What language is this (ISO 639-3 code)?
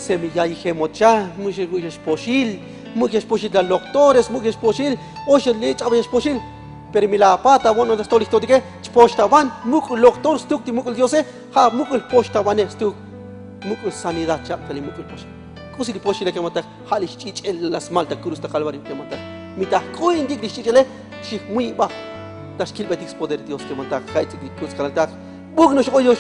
tzo